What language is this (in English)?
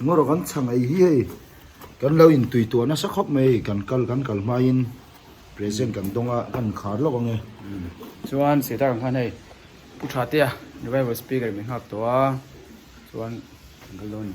Mizo